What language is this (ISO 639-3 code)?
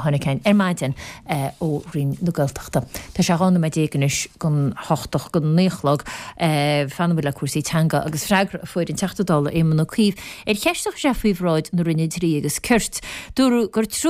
gle